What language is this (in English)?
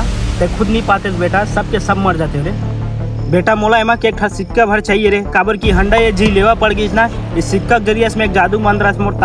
Chhattisgarhi